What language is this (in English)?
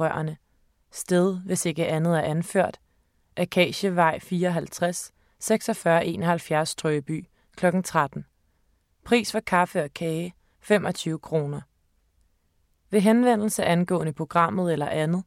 Danish